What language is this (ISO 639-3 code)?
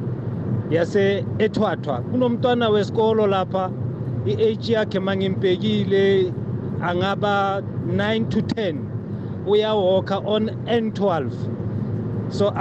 nbl